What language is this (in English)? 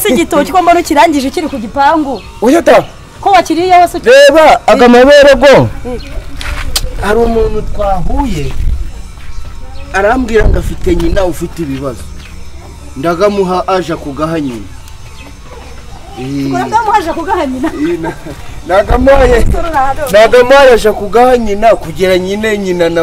Kinyarwanda